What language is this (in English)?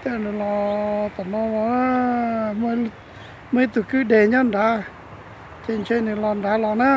Hmong